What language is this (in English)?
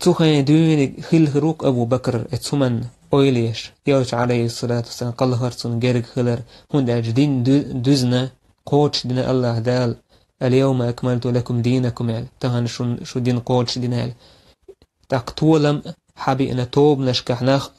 Chechen